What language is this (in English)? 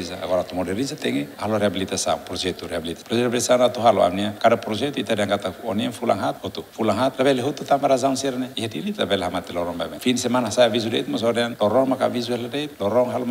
Tetum